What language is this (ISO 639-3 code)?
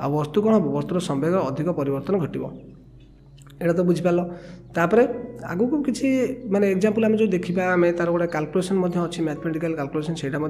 ori